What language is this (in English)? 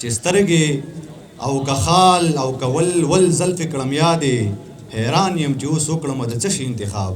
Pashto